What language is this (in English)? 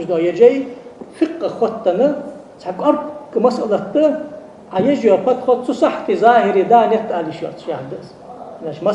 Ingush